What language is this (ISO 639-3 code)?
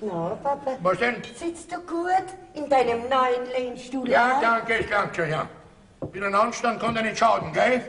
bar